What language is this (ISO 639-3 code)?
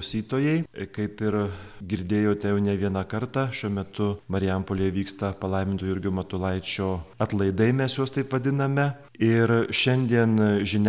lit